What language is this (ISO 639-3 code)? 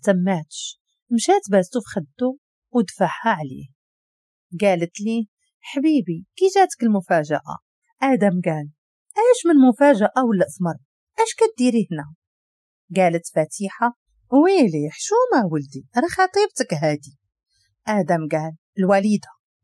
ary